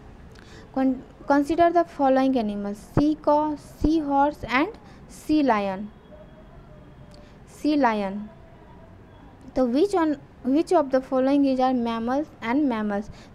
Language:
Hindi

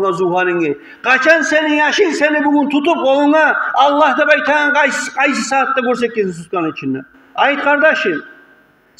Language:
Kumyk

